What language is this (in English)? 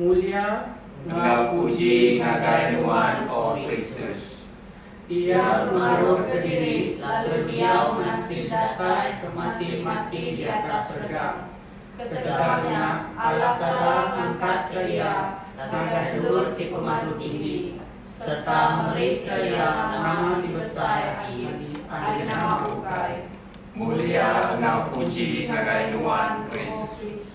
Iban